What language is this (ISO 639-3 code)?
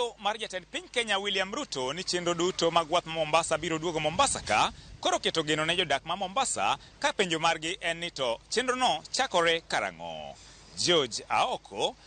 luo